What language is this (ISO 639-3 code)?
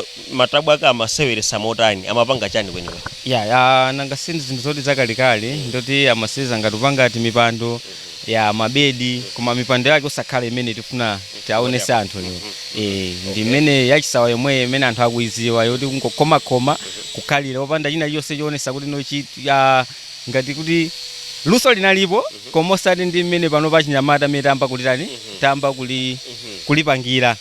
nya